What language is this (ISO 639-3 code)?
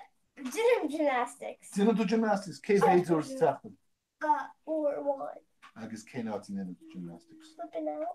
gle